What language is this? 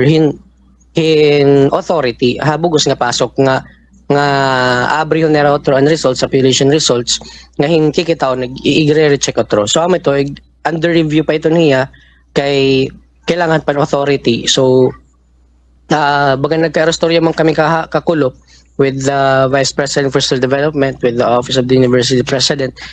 Waray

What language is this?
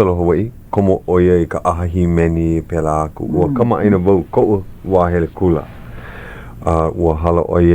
Hawaiian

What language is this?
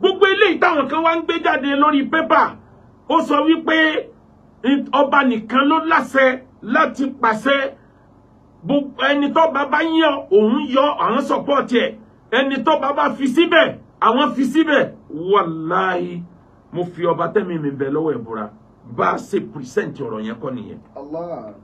Yoruba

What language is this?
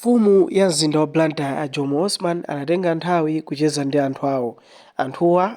Nyanja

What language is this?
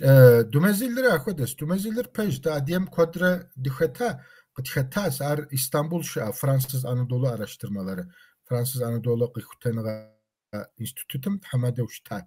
Kabardian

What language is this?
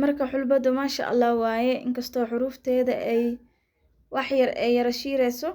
Somali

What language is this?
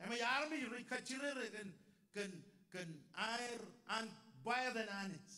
Marshallese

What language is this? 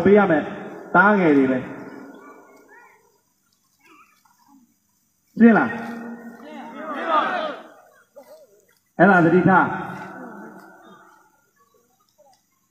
Burmese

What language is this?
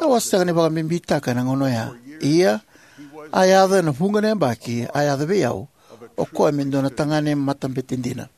Fijian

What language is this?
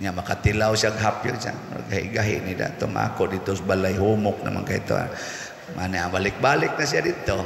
Cebuano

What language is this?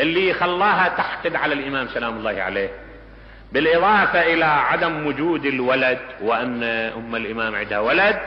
Mesopotamian Arabic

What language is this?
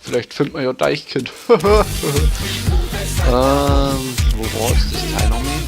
Bavarian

